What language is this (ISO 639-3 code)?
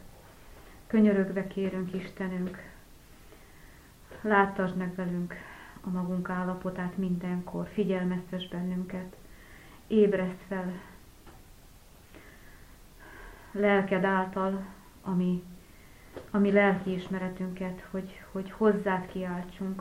hun